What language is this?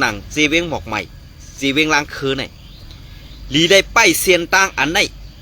Shan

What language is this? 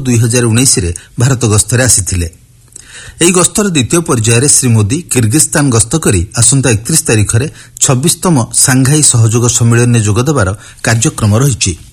Odia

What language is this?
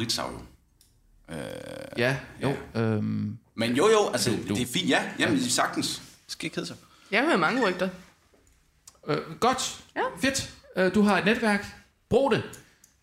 Danish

